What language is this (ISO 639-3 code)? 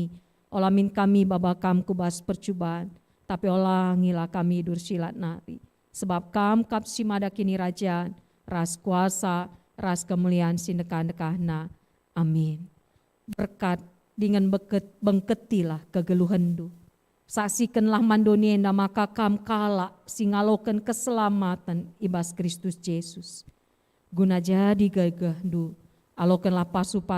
btx